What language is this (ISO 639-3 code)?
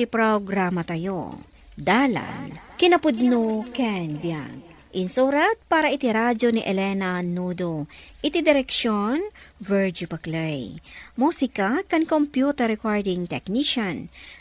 ilo